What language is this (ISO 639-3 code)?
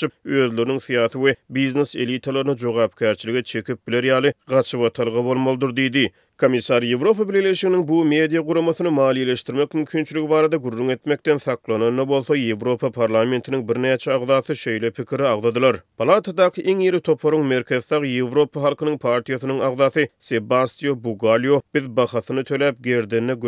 tuk